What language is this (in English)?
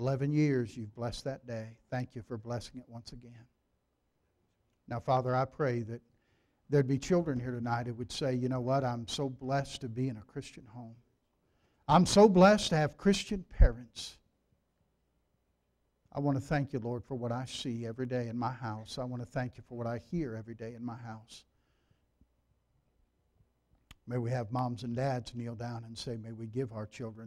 English